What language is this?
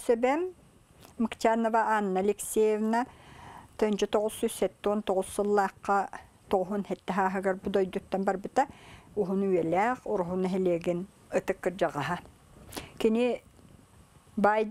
Yakut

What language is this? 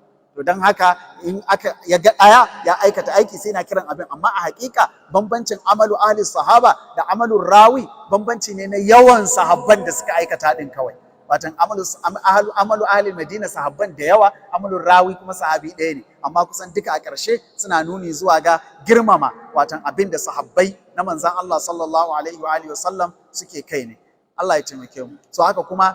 Hausa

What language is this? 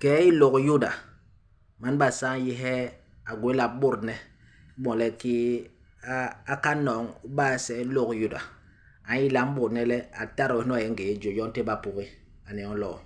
Basaa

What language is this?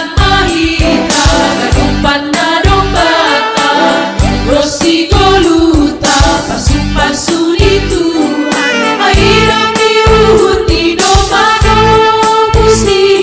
Batak Simalungun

